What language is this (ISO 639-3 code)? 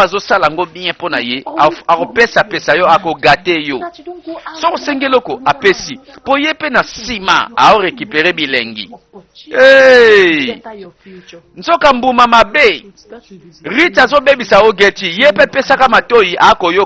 lin